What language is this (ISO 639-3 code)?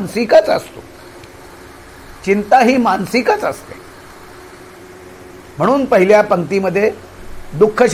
mar